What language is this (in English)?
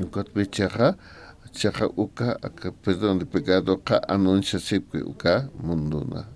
Aymara